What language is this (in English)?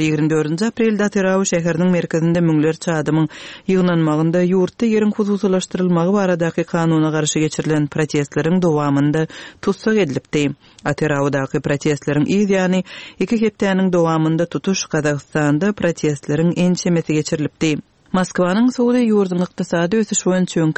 Turkmen